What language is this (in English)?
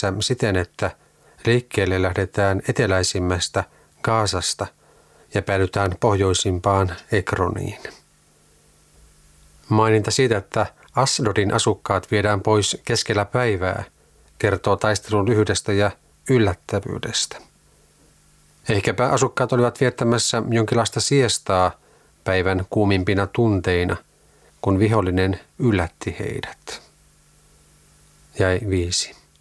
Finnish